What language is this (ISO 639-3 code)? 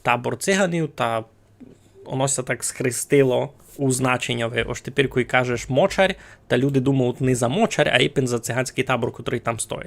rue